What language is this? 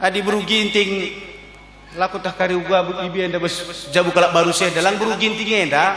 Batak Karo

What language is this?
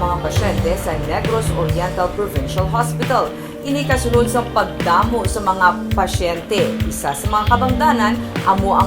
Hiligaynon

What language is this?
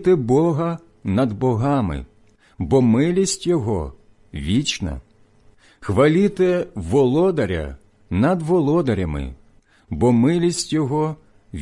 Ukrainian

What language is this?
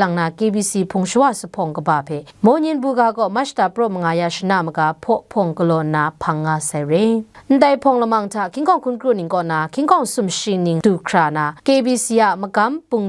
Kachin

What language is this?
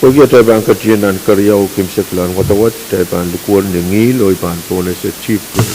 Pohnpeian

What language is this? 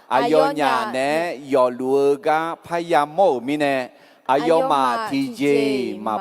Akha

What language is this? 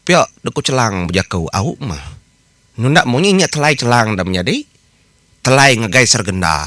Iban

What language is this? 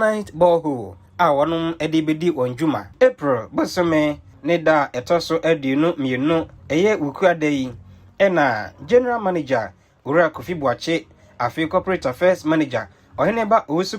Akan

